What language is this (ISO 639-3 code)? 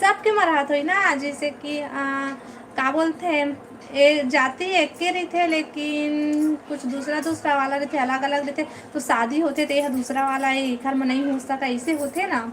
hne